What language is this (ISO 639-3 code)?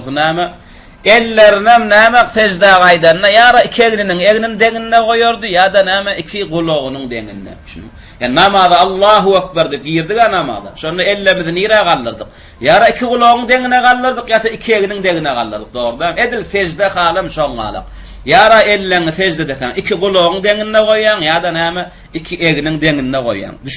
tuk